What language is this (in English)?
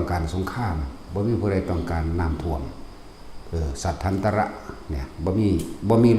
Lao